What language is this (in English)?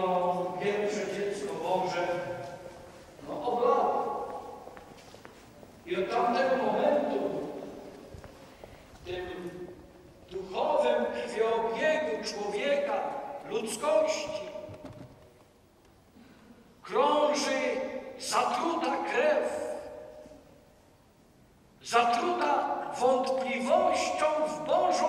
Polish